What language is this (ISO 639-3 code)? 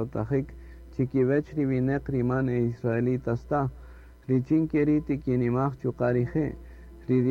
cak